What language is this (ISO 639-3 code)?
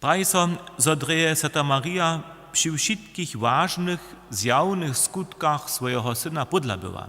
hsb